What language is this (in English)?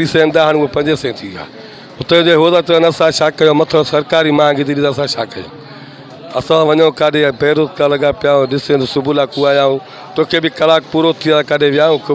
Sindhi